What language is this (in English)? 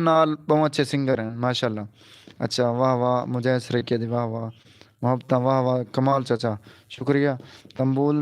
Saraiki